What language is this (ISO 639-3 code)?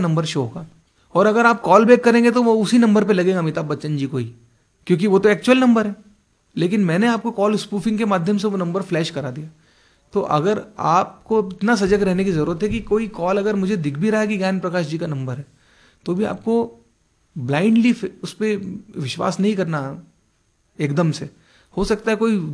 hin